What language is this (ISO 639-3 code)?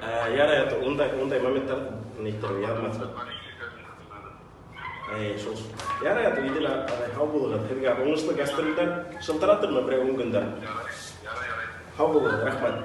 bak